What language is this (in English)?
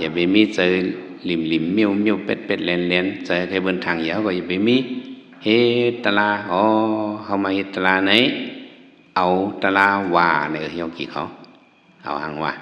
Shan